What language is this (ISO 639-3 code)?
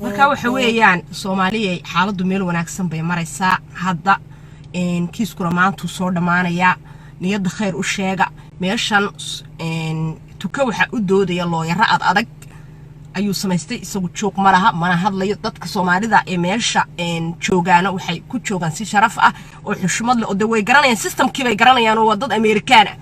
som